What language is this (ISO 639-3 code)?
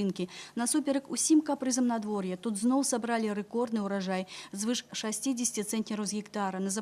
bel